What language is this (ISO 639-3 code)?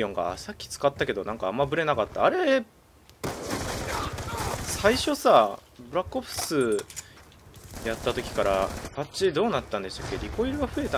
jpn